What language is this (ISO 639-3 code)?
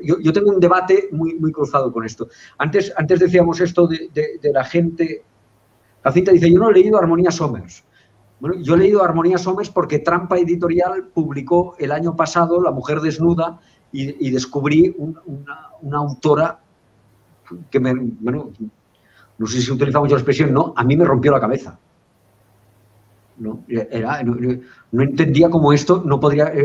spa